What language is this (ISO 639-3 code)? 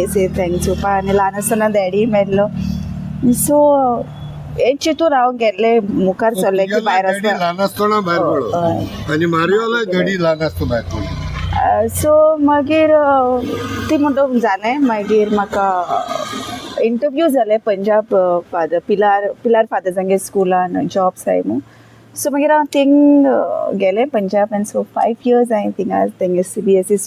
kok